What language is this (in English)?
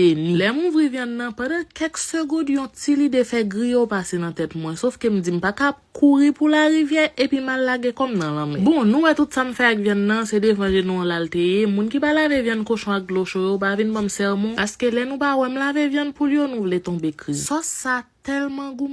Haitian Creole